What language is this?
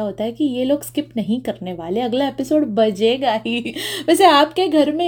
Hindi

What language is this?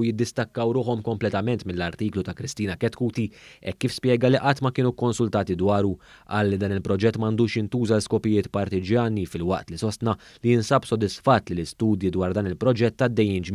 Maltese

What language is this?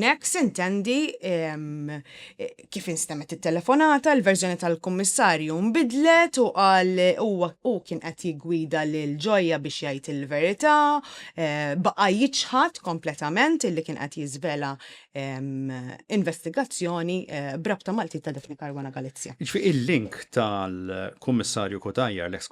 Maltese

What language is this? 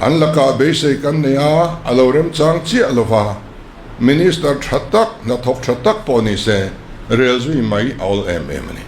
Mizo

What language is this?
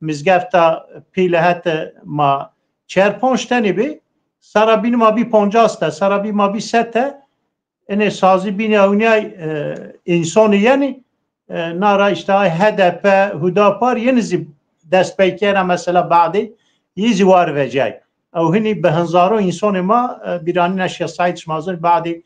Zaza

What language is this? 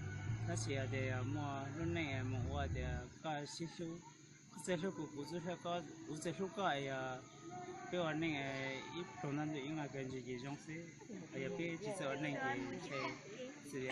Hmong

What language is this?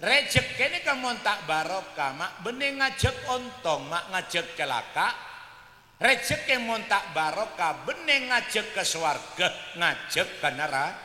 Madurese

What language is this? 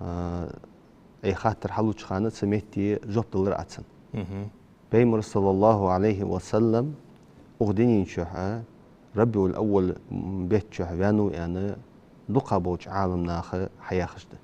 Ingush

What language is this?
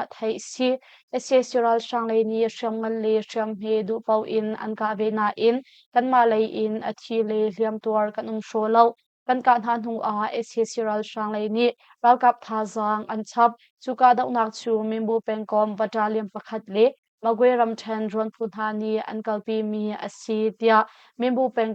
Hakha Chin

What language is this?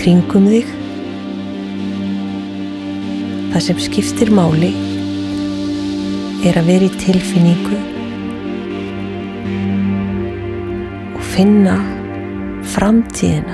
Icelandic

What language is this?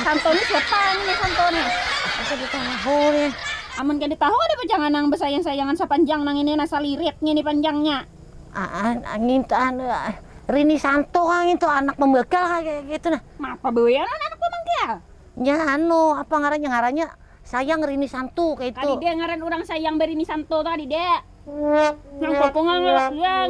Banjar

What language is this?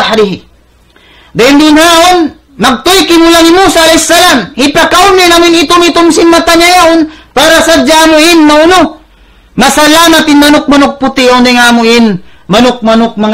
Tausug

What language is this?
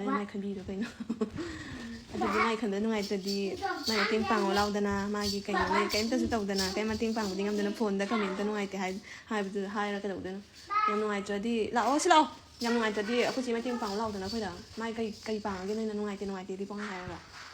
Manipuri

